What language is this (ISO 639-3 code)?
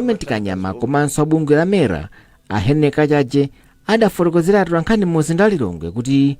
nya